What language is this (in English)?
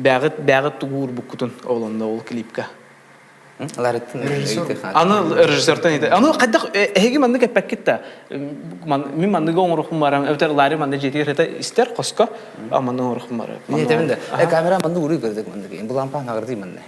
Yakut